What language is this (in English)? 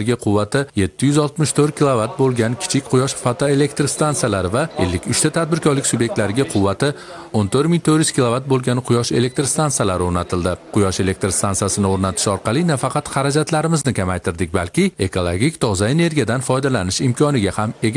Uzbek